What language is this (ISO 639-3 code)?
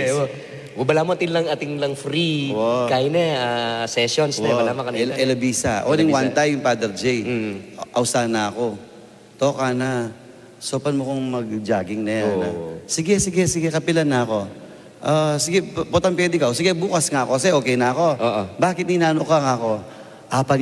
pam